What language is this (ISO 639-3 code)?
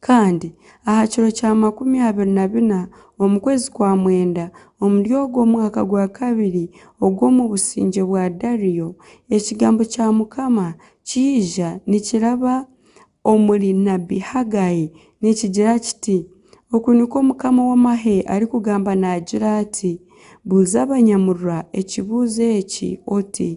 nyn